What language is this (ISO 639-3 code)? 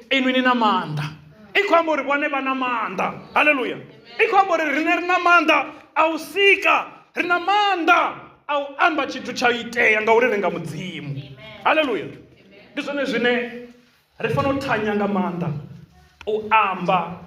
ven